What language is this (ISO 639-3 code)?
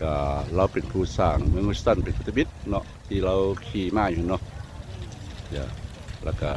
lao